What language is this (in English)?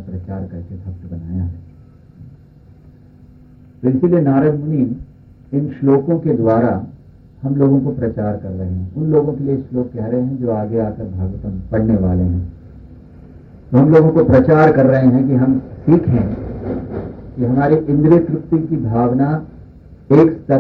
Hindi